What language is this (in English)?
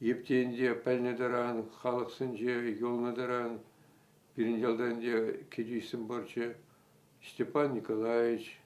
Chuvash